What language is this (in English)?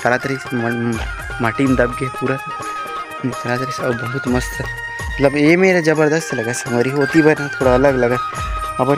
Chhattisgarhi